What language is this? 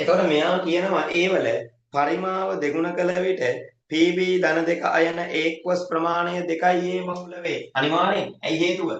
Sinhala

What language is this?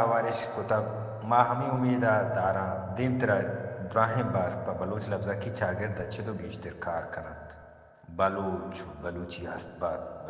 Baluchi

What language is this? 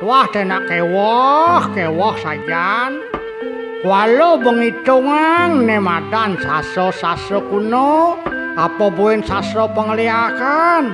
Balinese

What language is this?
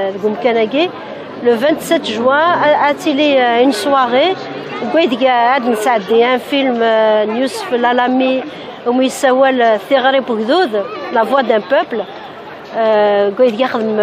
Kabyle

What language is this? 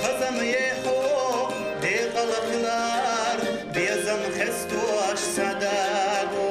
Chechen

